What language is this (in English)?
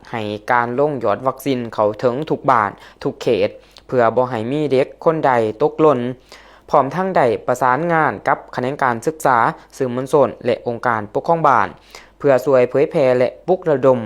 Lao